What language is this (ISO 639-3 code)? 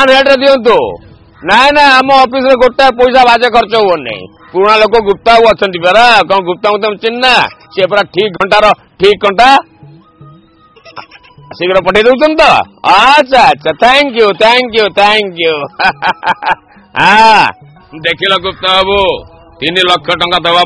ori